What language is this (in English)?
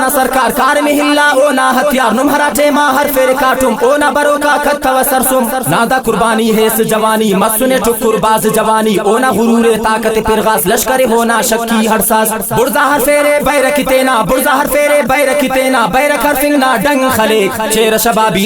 Brahui